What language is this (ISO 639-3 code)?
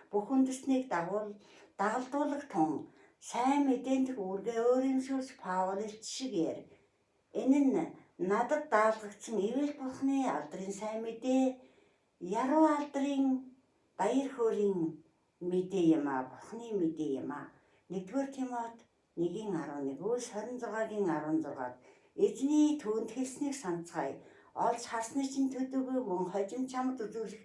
mon